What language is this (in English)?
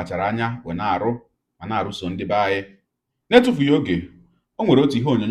Igbo